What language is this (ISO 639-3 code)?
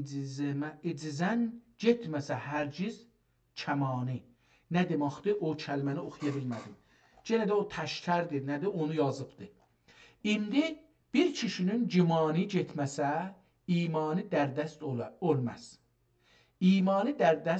azb